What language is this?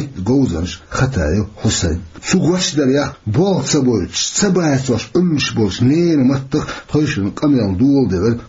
Chechen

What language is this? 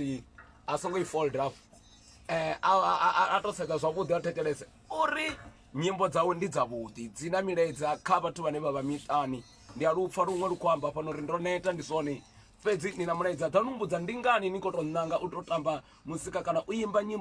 Venda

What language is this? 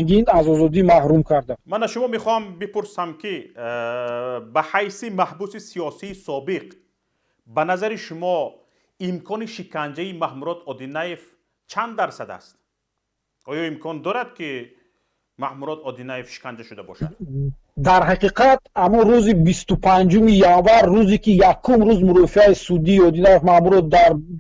Tajik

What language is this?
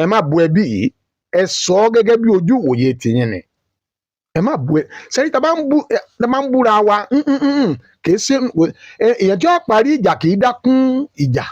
Yoruba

